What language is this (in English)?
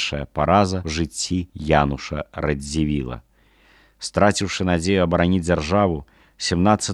Belarusian